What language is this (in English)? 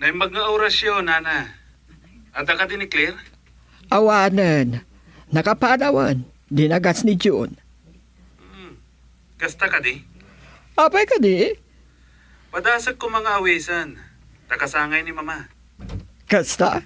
Iloko